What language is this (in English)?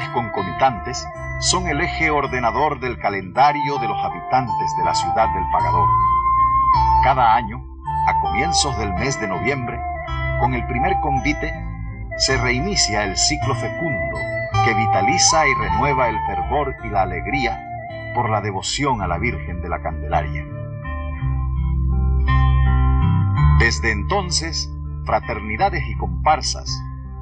Spanish